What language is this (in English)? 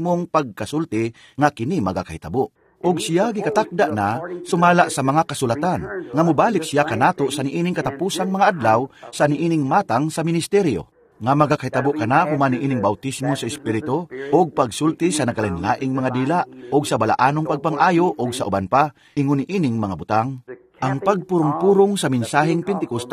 Cebuano